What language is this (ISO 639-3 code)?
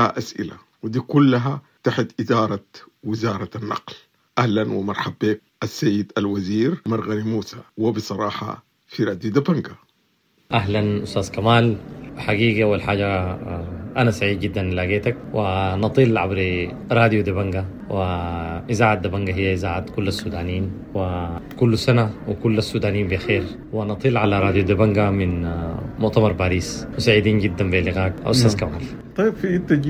apd